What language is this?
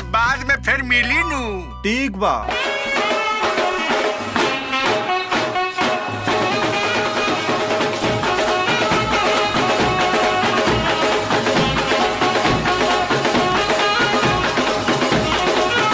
Bhojpuri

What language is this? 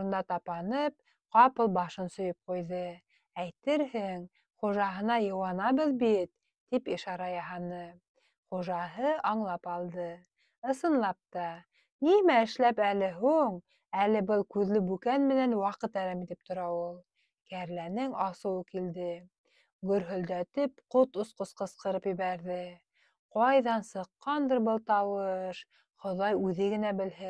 Bashkir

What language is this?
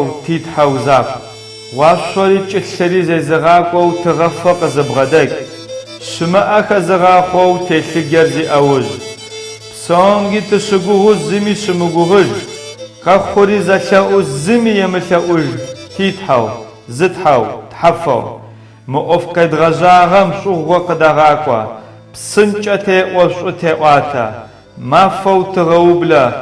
Adyghe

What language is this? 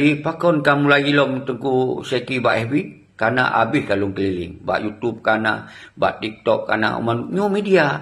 Achinese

